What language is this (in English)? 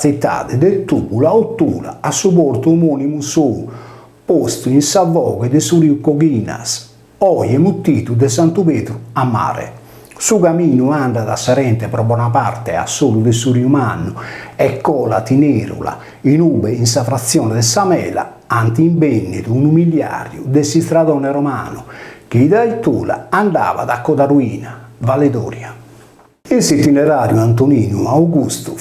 Sardinian